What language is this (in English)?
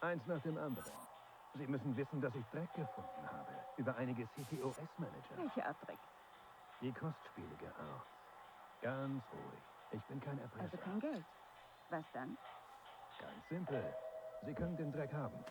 Bavarian